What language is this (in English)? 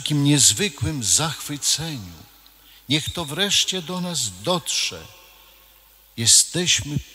Polish